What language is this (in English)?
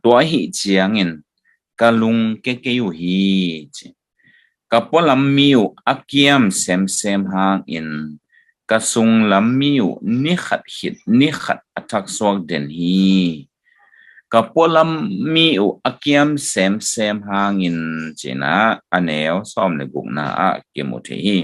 Tedim Chin